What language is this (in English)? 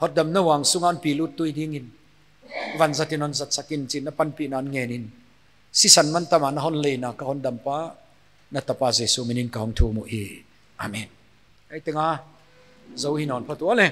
Paite Chin